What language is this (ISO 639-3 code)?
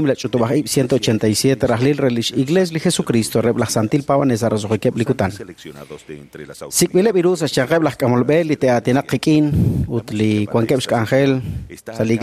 kek